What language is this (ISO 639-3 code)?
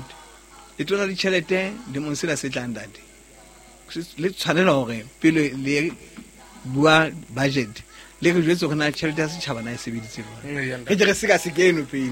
sot